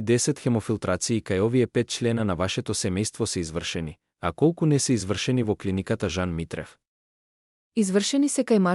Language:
Macedonian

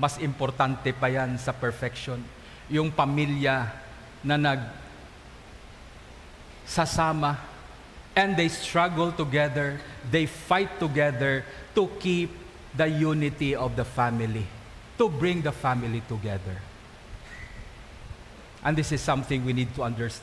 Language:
Filipino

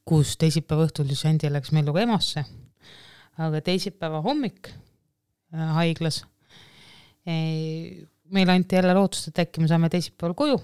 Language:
Estonian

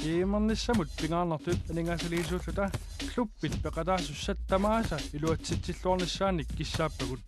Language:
Kalaallisut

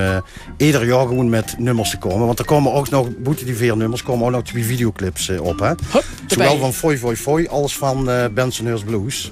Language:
Limburgish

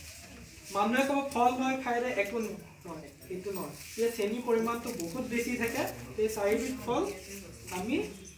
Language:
Assamese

